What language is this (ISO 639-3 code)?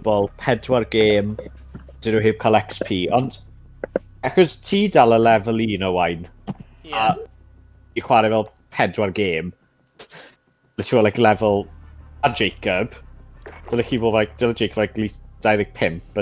cym